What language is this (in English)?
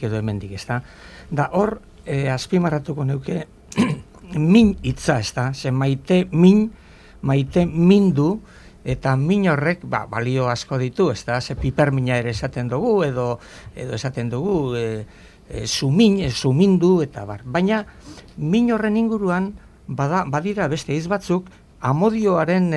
Basque